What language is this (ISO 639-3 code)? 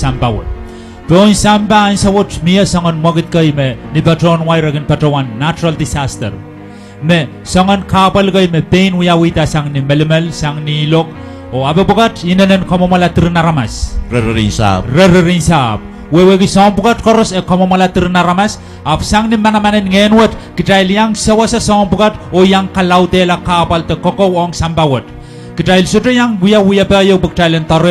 pon